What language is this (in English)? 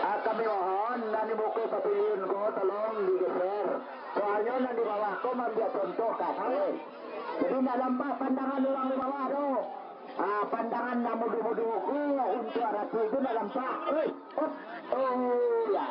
Minangkabau